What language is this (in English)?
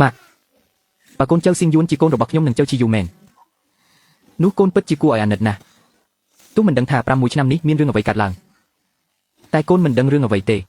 Khmer